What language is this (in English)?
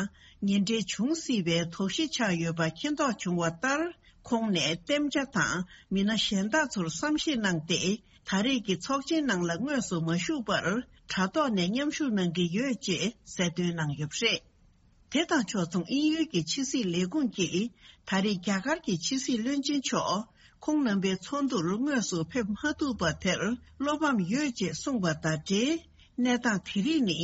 Tibetan